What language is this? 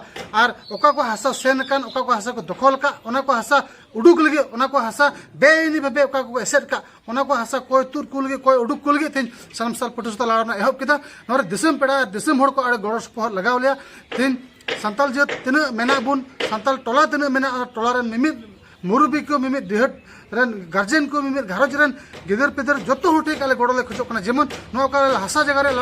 Santali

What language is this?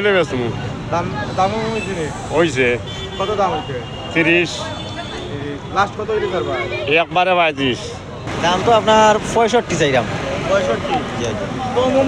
Sylheti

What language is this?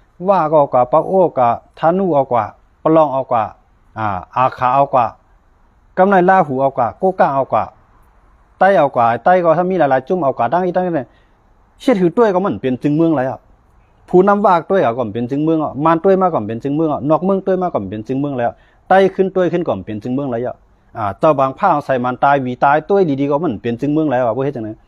Shan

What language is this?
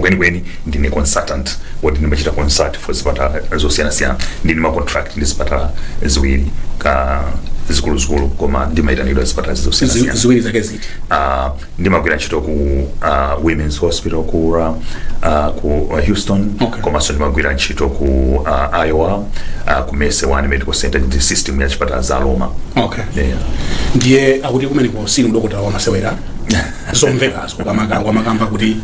Nyanja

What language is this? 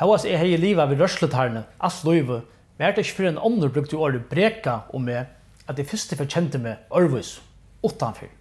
Faroese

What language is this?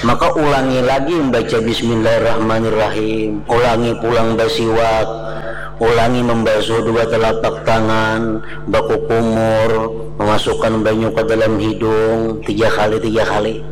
Banjar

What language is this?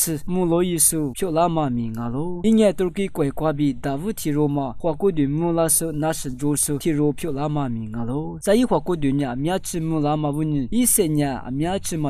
Lisu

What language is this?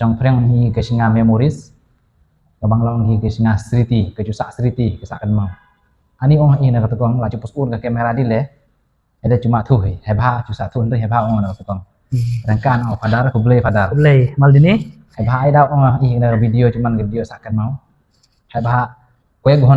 Khasi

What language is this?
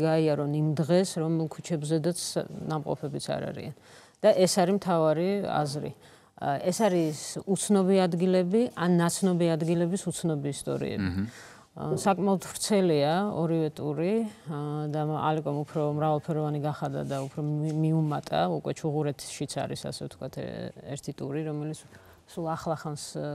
Georgian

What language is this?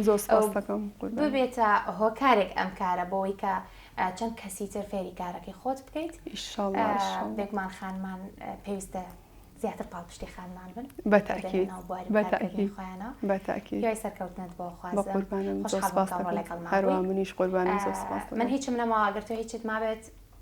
Central Kurdish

